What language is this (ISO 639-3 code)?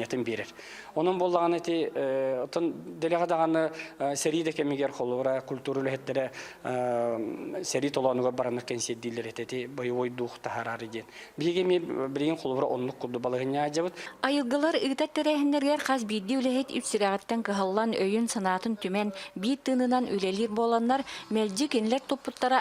sah